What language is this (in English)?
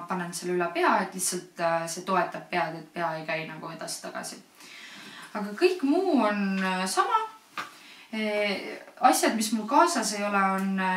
Estonian